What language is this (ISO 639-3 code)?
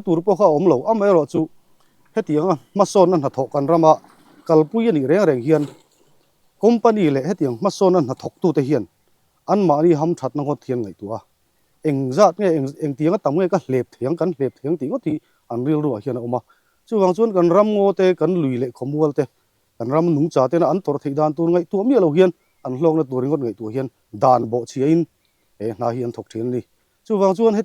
lus